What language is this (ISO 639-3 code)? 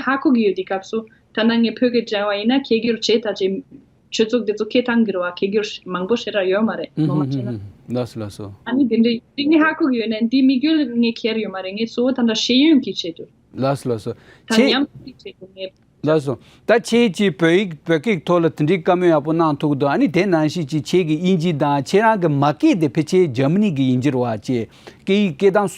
bod